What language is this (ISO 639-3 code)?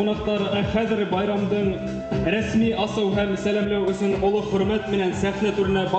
bak